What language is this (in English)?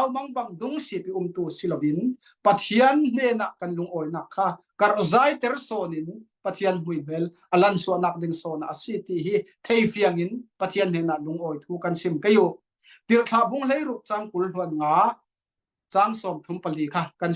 Falam Chin